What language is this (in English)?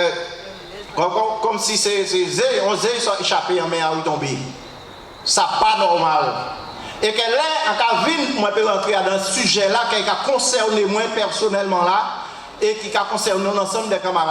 Guadeloupean Creole French